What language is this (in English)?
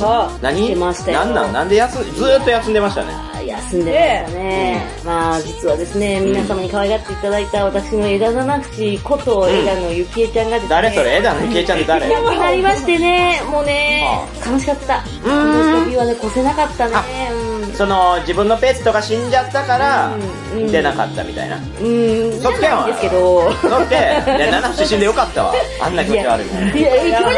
Japanese